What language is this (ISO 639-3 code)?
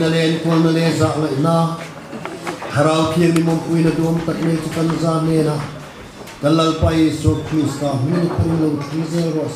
lus